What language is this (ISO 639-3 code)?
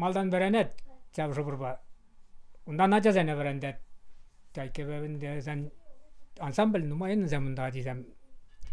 chv